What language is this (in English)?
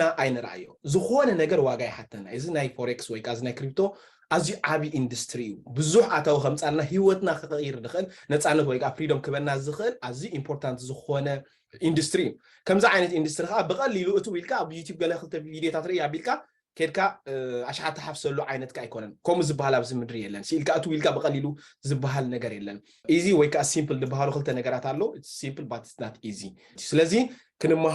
Tigrinya